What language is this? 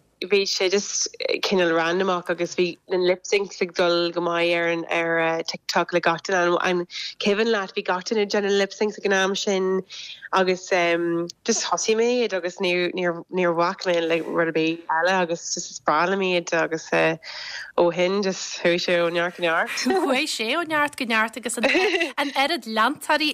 Irish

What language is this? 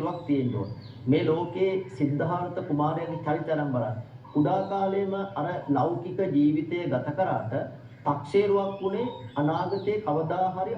Sinhala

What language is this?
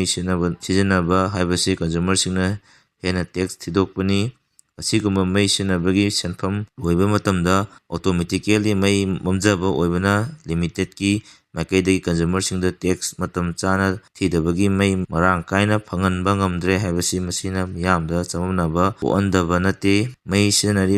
Manipuri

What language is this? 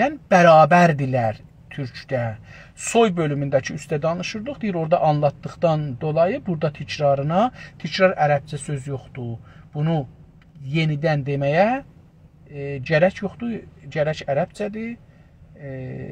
South Azerbaijani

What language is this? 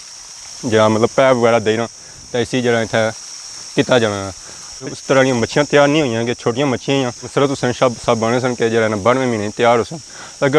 Pahari-Potwari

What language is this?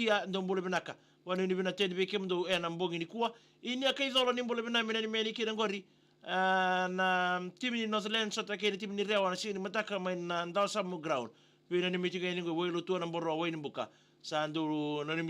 Fijian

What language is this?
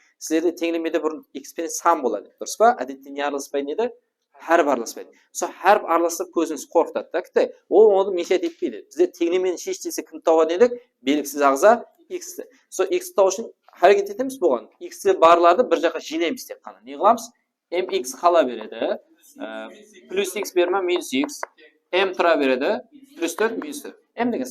Kara-Kalpak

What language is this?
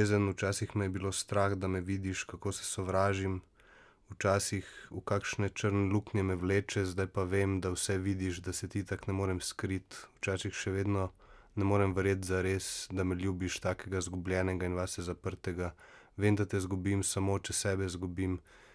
Slovenian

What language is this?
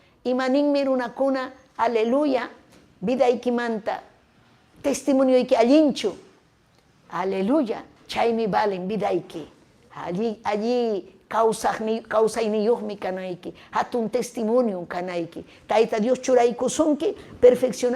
Ayacucho Quechua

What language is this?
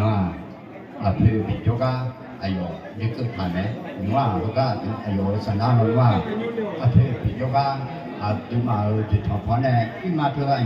Akha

